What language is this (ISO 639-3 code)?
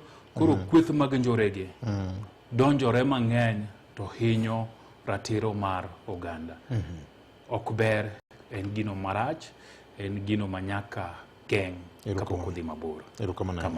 luo